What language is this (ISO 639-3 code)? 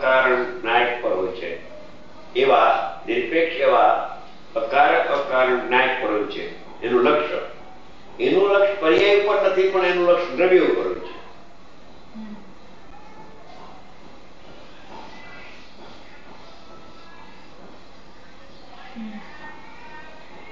guj